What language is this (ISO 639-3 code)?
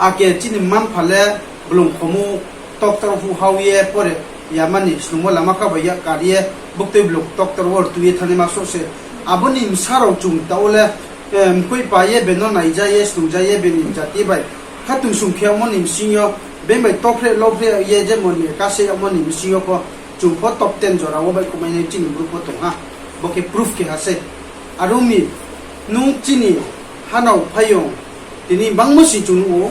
ria